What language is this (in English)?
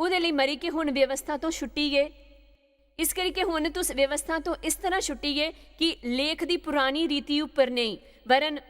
Dogri